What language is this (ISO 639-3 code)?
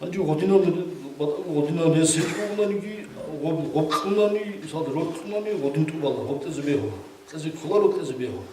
ava